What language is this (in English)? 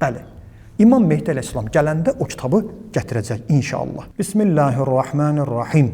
Azerbaijani